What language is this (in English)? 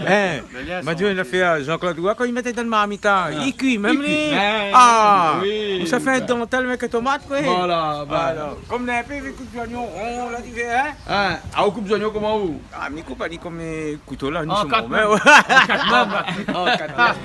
Réunion Creole French